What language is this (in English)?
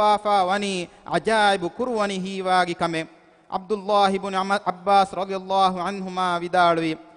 Divehi